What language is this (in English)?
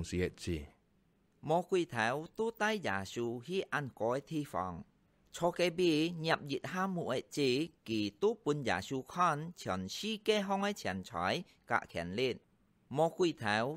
Hakka Chinese